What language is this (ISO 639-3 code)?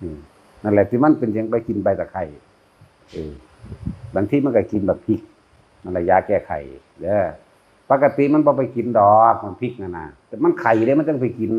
tts